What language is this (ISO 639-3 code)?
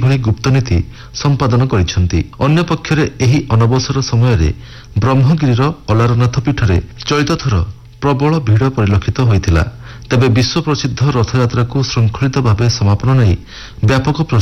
ori